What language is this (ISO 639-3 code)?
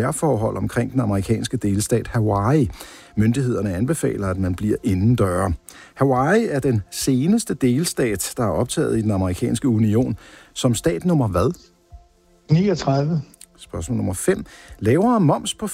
dan